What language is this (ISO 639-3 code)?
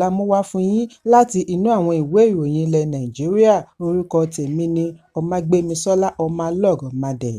yor